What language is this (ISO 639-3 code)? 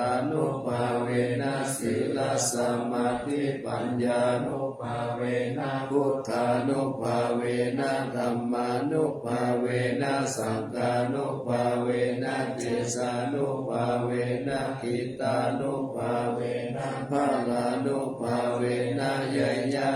pli